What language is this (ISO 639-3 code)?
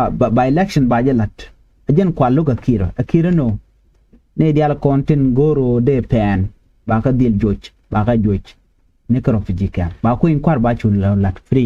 nus